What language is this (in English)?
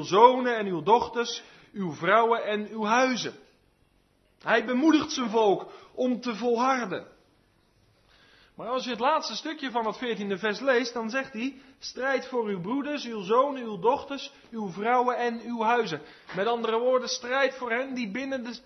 Dutch